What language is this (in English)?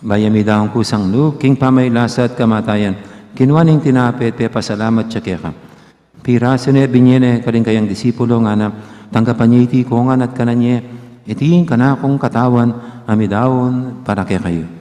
Pampanga